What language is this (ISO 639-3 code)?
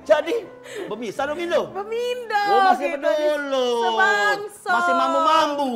mui